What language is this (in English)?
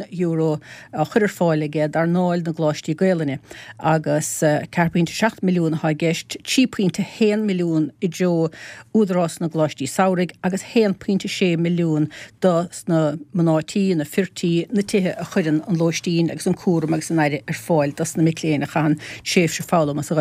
Irish